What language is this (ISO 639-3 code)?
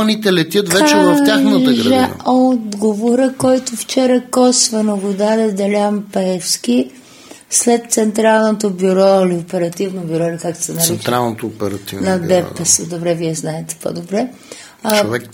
bul